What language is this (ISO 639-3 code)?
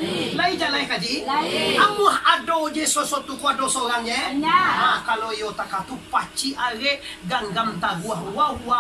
min